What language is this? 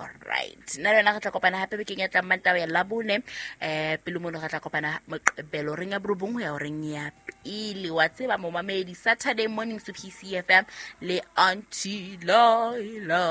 Southern Sotho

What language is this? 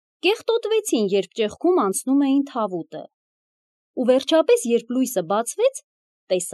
Armenian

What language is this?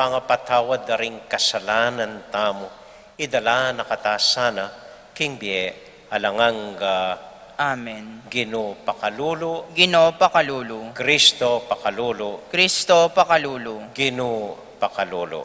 Pampanga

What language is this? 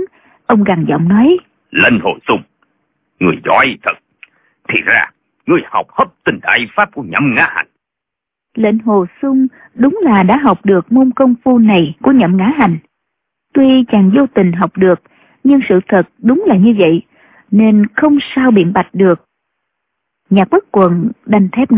Vietnamese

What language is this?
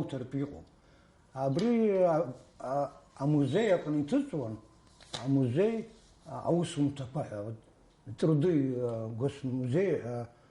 Abkhazian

